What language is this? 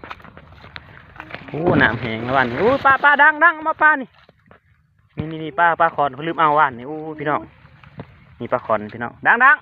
Lao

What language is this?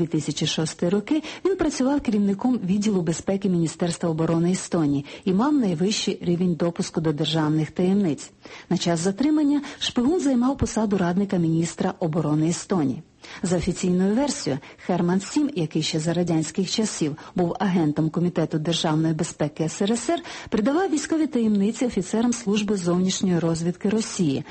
Ukrainian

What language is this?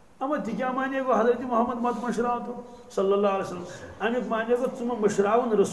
Kashmiri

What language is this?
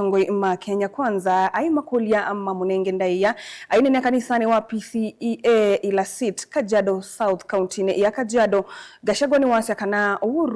Kamba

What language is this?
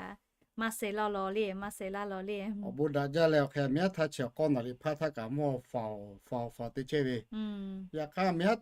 Lahu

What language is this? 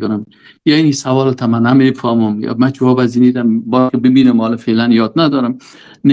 Persian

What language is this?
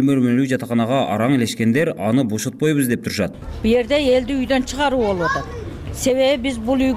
Kyrgyz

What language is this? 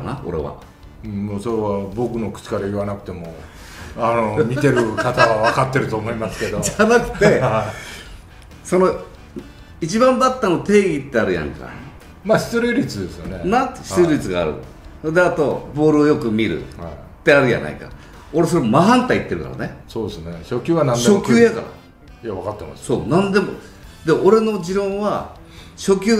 Japanese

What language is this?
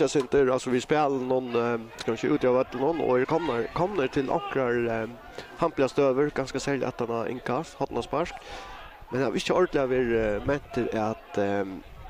Faroese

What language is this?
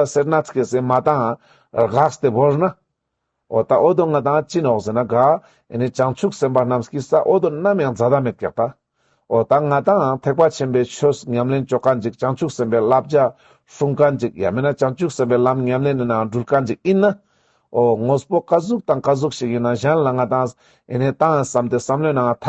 Ladakhi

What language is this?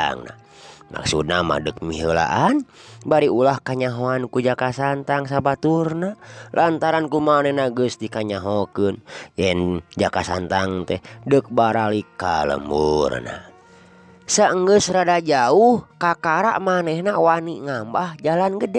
Sundanese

